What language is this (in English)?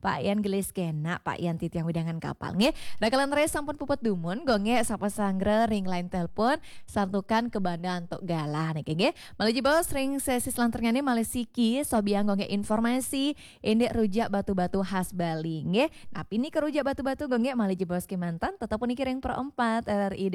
Balinese